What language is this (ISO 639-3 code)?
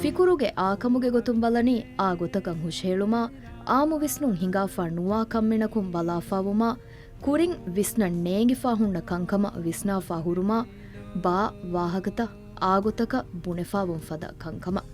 div